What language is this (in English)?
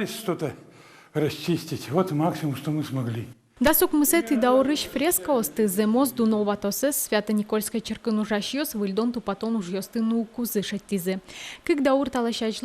Udmurt